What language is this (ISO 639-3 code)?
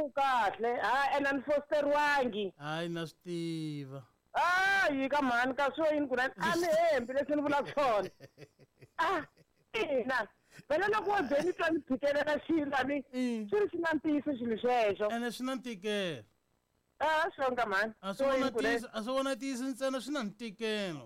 tso